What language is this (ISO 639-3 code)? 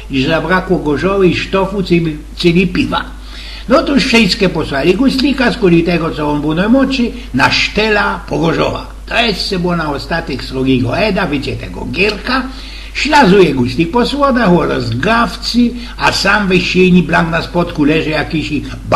szl